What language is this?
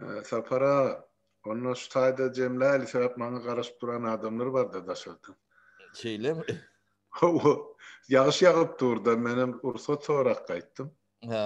Turkmen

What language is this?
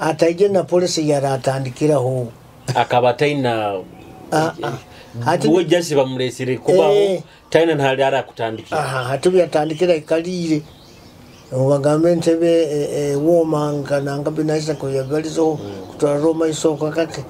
Nyoro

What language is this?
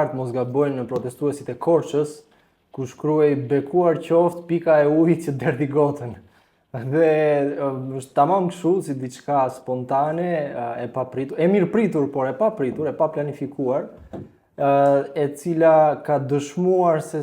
Albanian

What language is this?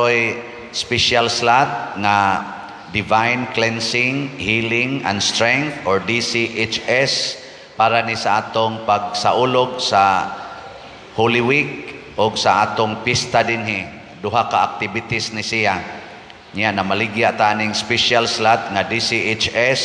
Cebuano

